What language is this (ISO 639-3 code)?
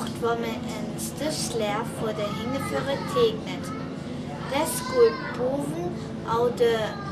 frr